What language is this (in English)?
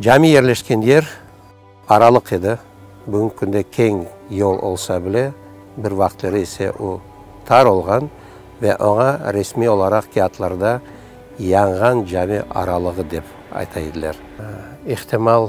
Crimean Tatar